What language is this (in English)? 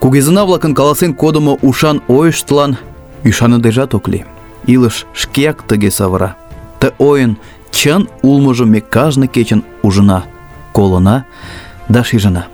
Mari